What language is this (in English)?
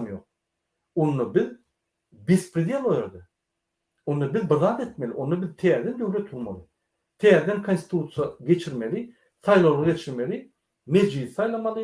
Turkmen